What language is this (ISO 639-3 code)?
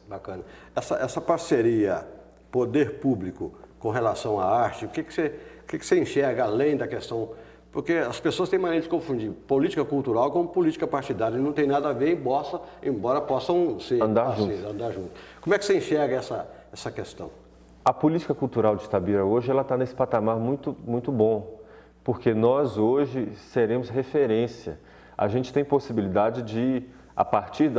por